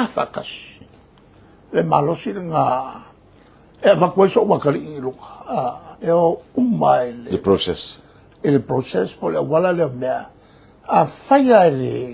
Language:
Samoan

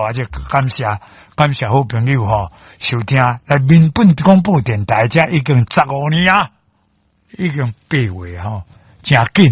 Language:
Min Nan Chinese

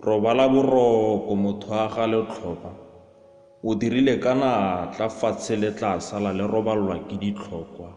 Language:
Tswana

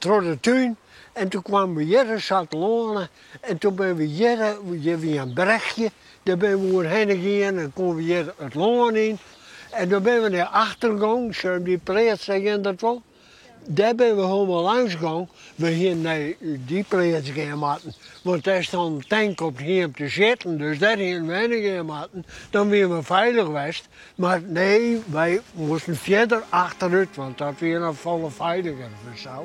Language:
Western Frisian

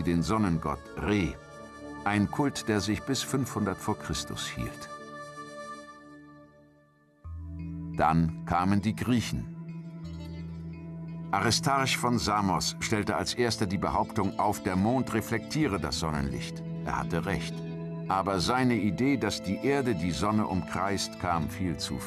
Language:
German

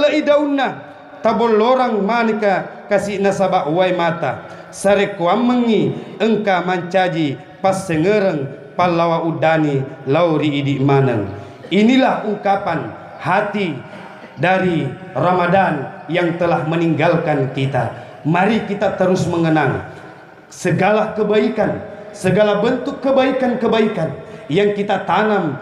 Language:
Buginese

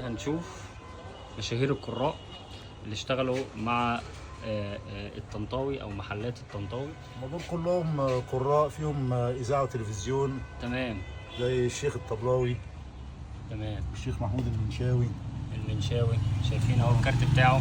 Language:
Egyptian Arabic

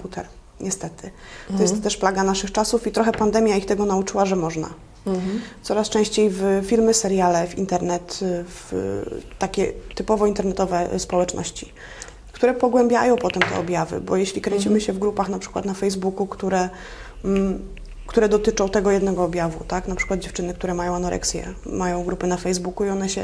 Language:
Polish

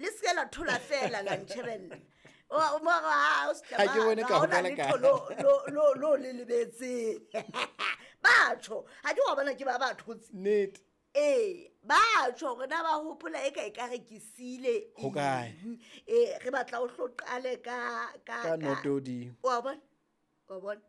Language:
Southern Sotho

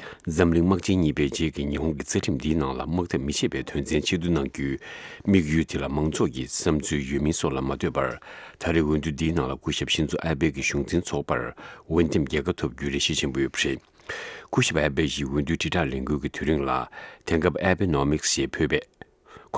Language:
Tibetan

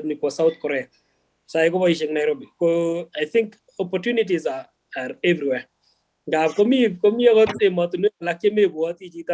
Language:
Kalenjin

